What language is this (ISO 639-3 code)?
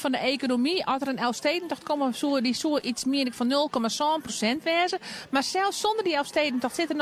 fry